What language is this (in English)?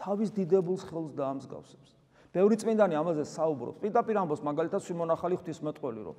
Georgian